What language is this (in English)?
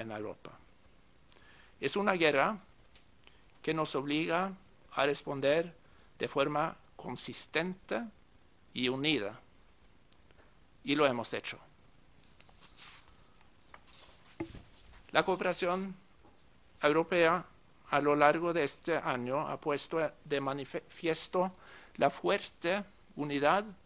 Spanish